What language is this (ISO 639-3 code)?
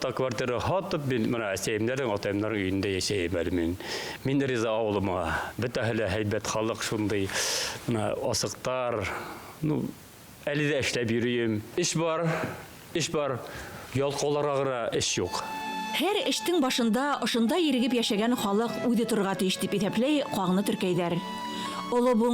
bak